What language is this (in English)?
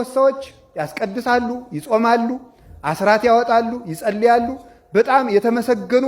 Amharic